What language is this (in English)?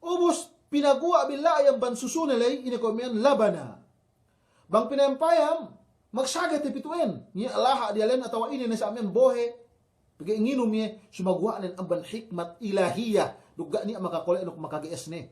Yakan